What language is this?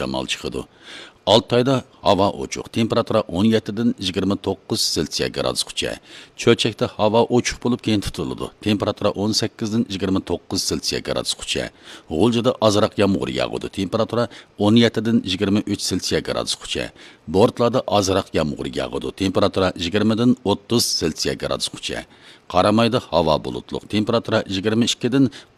Uyghur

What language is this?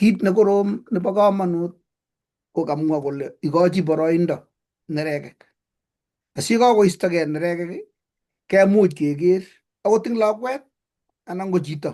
Kalenjin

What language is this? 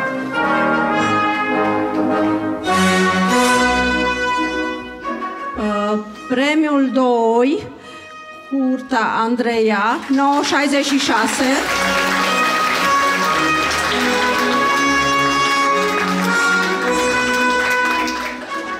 Romanian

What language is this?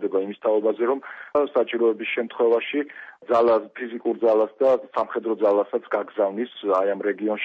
Georgian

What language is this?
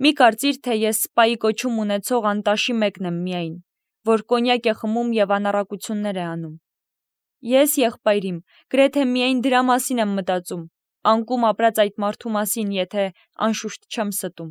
Armenian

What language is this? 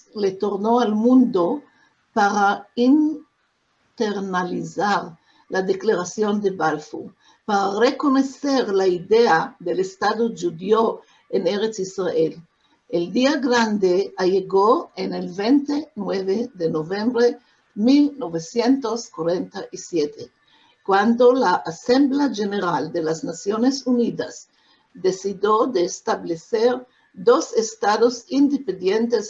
Ladino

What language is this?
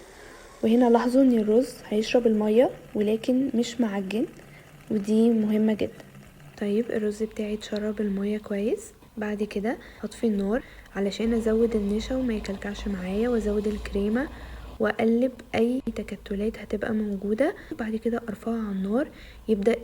Egyptian Arabic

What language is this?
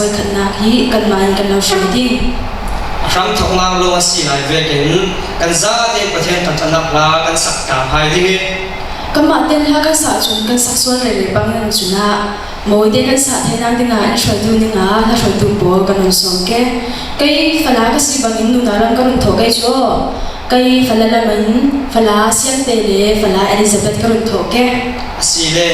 Falam Chin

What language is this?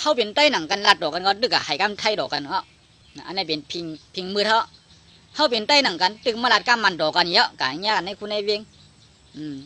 Shan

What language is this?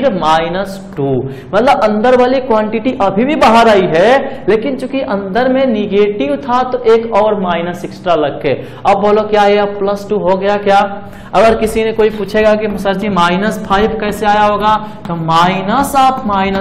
Hindi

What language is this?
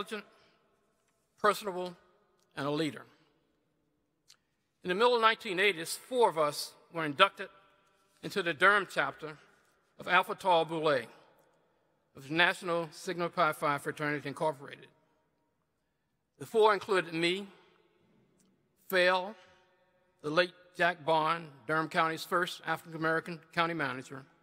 English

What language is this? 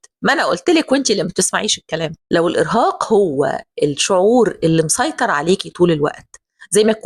Egyptian Arabic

